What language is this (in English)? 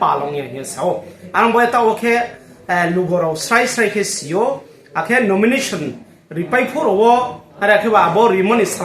Riang (India)